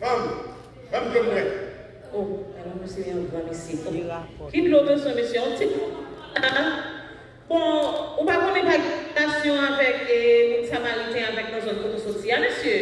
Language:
Haitian Creole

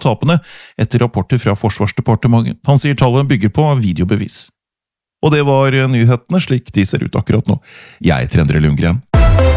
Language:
Norwegian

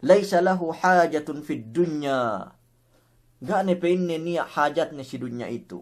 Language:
Yakan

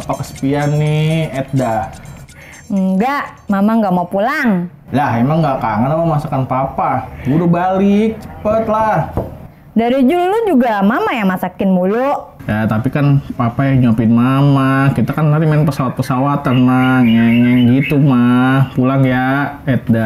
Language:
Betawi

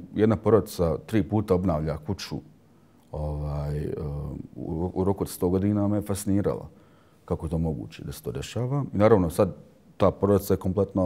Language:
Bosnian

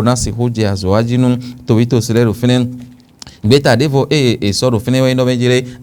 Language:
Fon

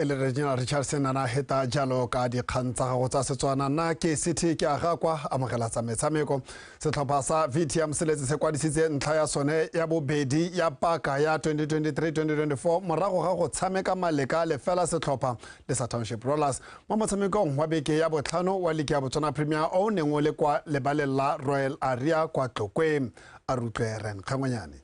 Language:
Tswana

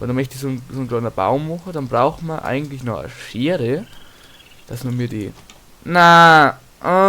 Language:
Bavarian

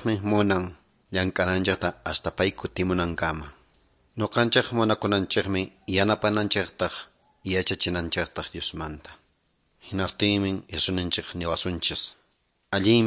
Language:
Quechua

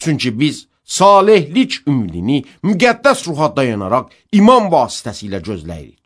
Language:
Azerbaijani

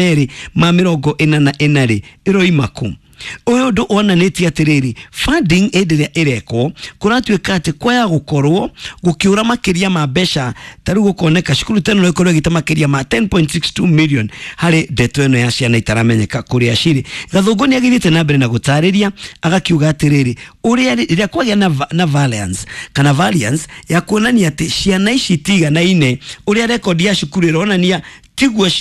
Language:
Kikuyu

